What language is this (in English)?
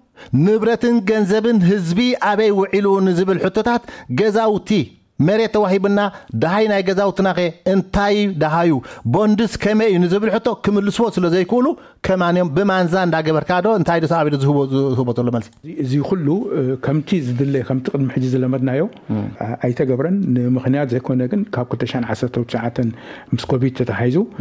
Tigrinya